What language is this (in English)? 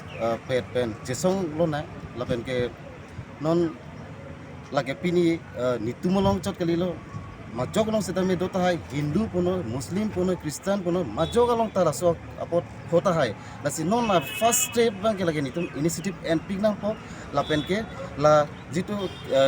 Karbi